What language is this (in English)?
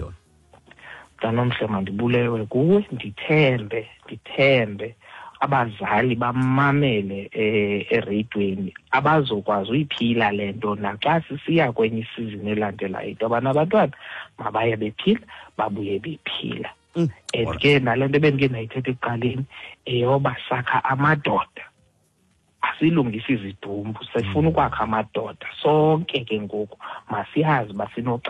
Xhosa